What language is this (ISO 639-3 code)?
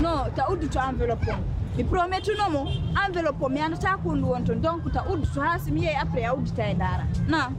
fuf